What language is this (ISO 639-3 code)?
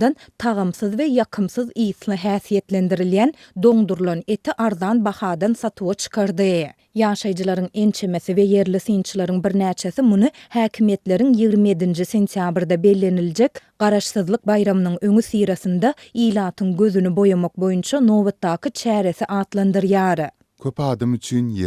tuk